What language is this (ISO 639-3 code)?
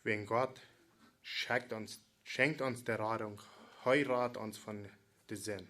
pdt